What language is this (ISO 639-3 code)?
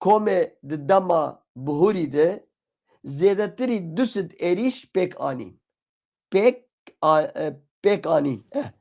kur